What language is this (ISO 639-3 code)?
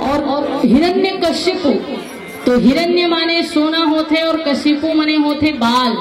hne